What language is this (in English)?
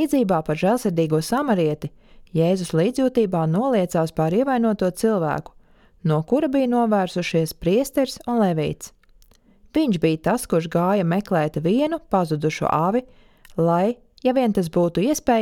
Latvian